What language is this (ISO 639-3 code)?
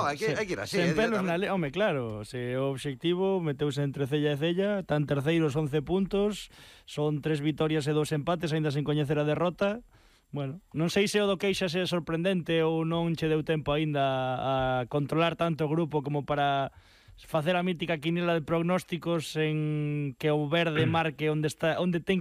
glg